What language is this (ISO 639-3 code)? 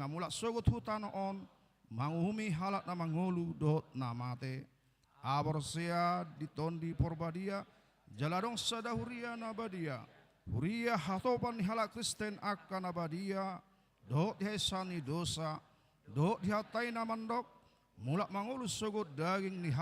bbc